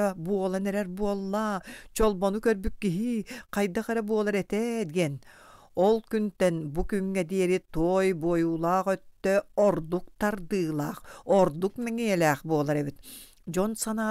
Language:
Yakut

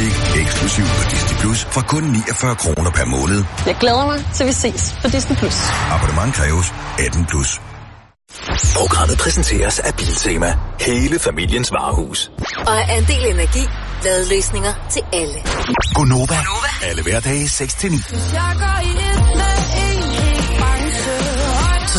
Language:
Danish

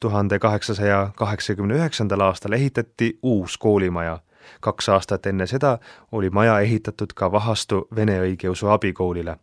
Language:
Estonian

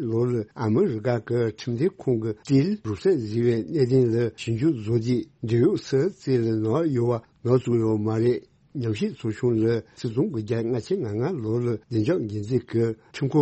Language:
Tibetan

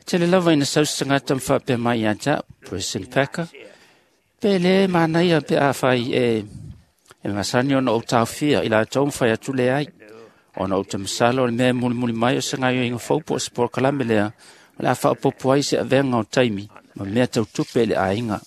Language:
Samoan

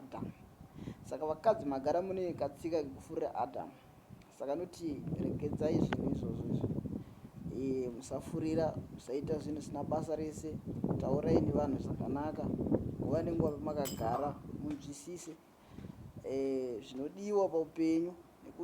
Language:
Shona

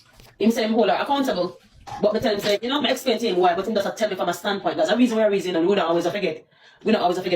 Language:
Jamaican Creole English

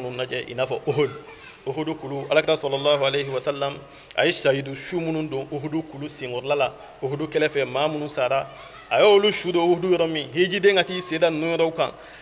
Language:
Bambara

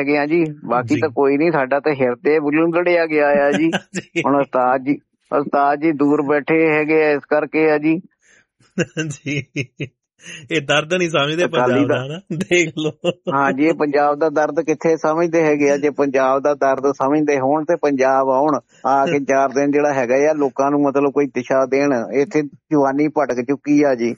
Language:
Punjabi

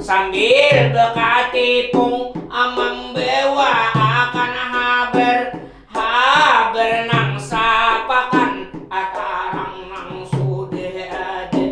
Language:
Banjar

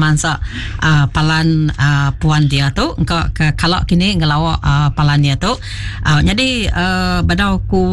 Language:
Iban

